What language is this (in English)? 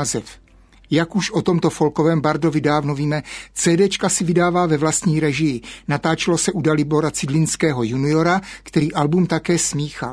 Czech